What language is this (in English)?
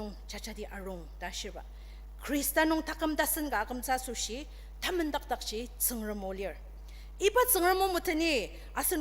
Ao Naga